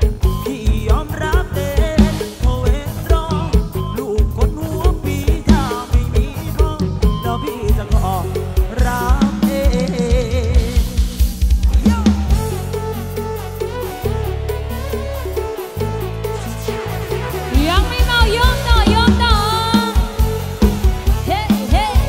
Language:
Thai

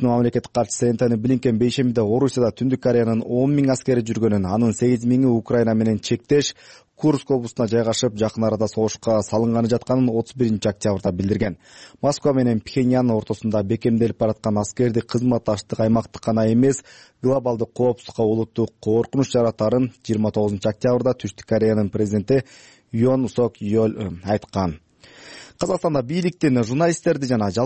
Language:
Kyrgyz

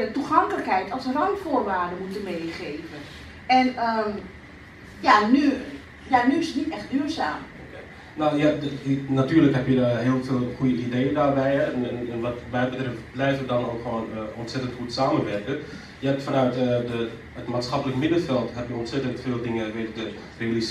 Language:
Dutch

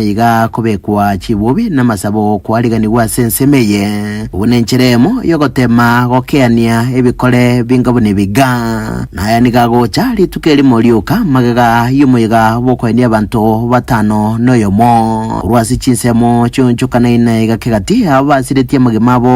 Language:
Gusii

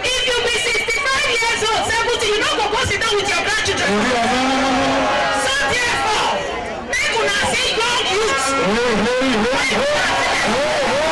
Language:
Nigerian Pidgin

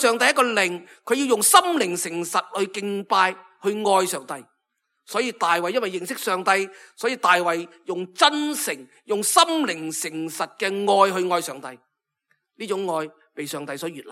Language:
Cantonese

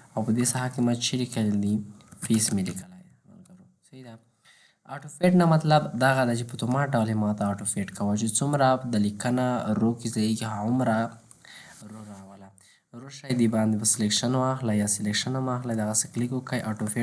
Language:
Pashto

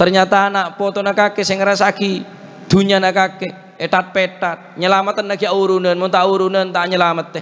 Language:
Madurese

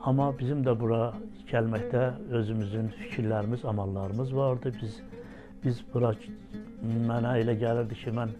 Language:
Azerbaijani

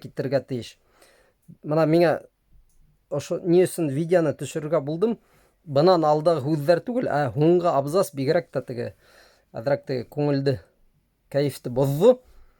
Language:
Bashkir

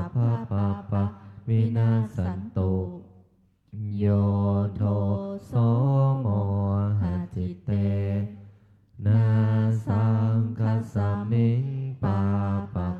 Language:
Pali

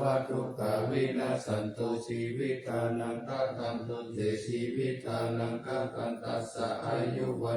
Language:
Pali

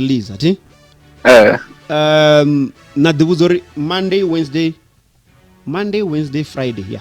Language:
Venda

